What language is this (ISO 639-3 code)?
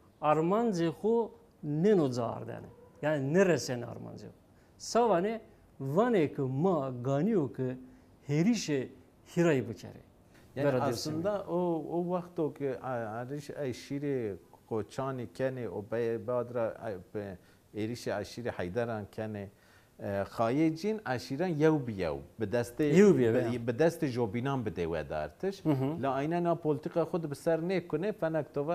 zza